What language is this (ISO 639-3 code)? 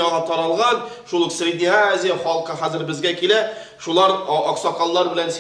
tat